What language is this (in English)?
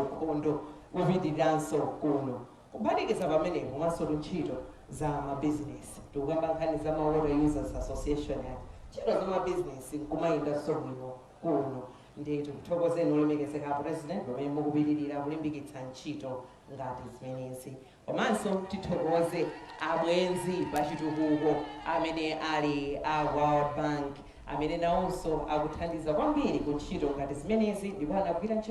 Nyanja